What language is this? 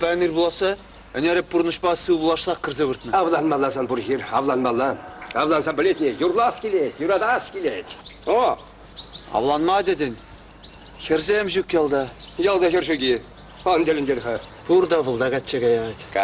Chuvash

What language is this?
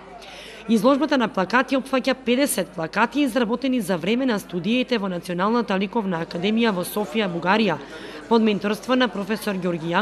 Macedonian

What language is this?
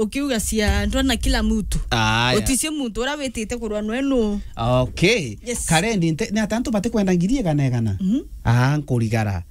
Meru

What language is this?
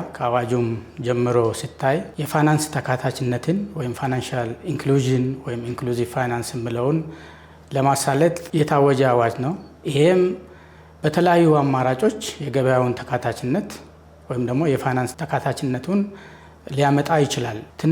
Amharic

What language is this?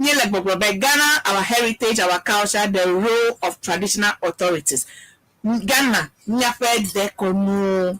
Ewe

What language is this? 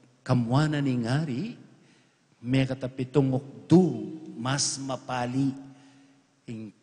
Pampanga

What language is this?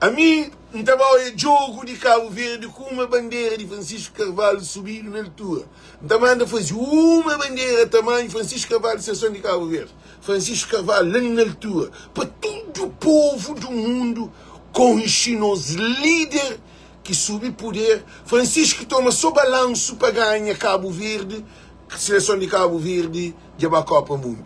Kabuverdianu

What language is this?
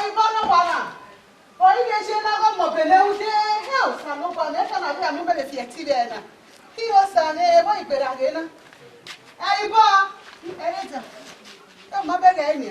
Bini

